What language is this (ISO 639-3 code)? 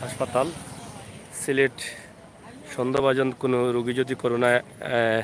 syl